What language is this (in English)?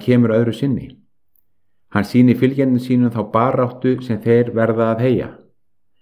Icelandic